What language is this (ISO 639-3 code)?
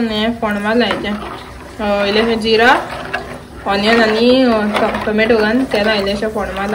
kok